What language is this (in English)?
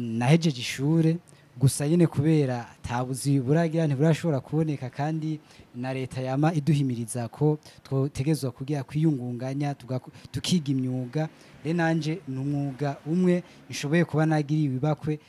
Rundi